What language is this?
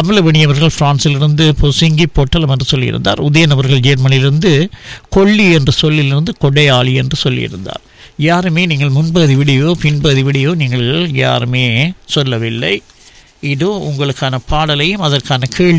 Tamil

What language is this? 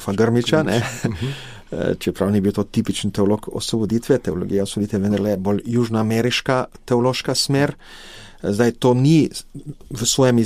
Slovenian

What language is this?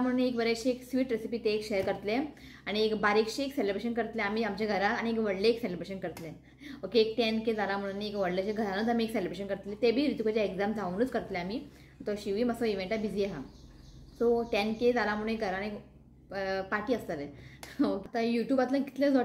Konkani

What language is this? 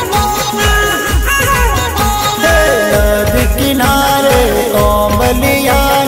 Hindi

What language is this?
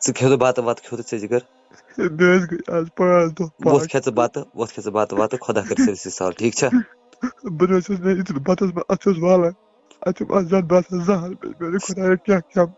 Kashmiri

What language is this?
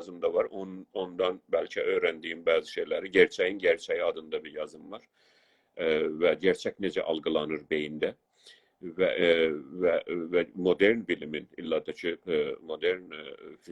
South Azerbaijani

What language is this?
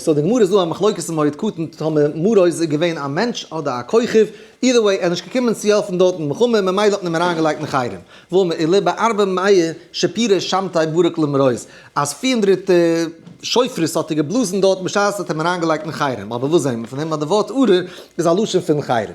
Yiddish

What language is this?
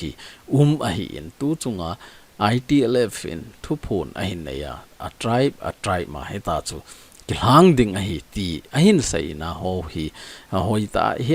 Thado Chin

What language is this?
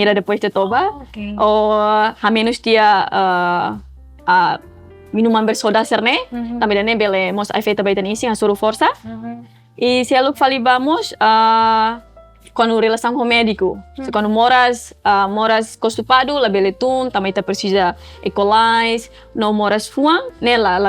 Tetum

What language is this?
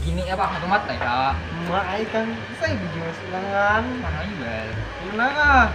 Banjar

